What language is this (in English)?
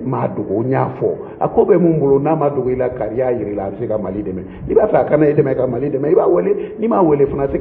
Bambara